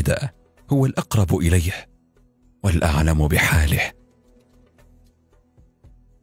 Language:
Arabic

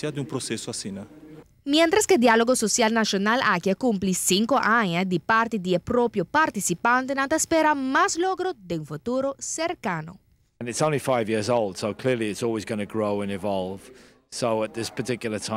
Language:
Papiamento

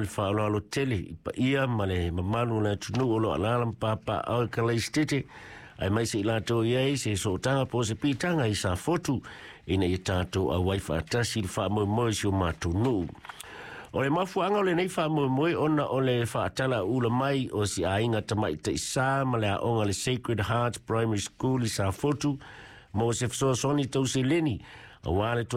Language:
Samoan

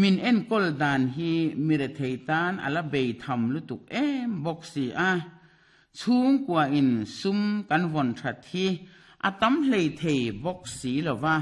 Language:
Mizo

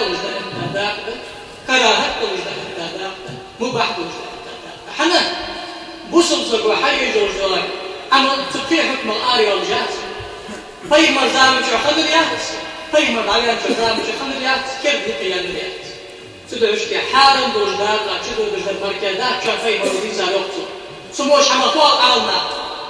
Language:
Ingush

